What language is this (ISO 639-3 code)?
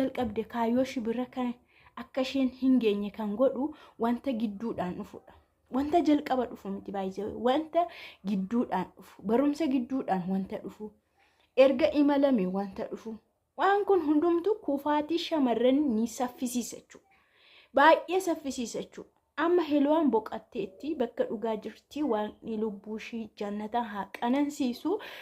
orm